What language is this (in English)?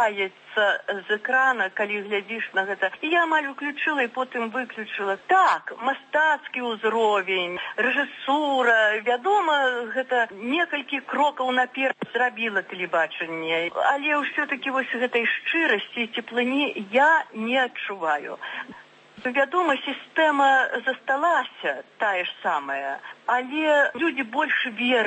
Belarusian